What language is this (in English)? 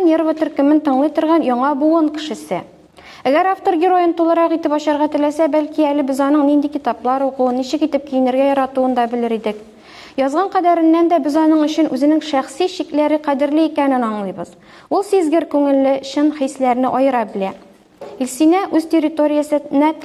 Tatar